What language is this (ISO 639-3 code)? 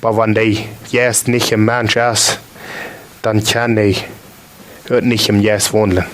pdt